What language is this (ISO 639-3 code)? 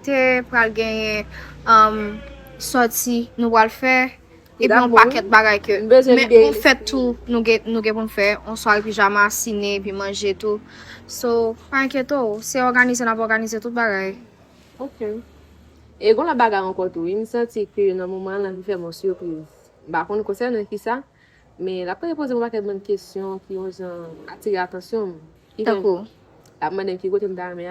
hat